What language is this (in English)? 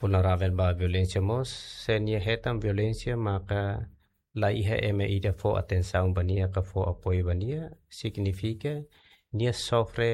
Tetum